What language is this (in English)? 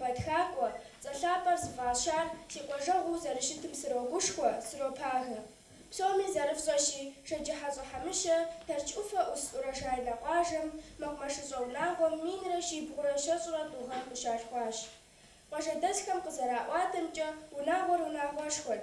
Kabardian